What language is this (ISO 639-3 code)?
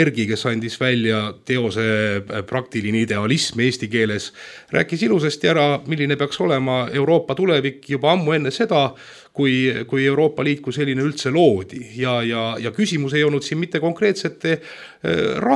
est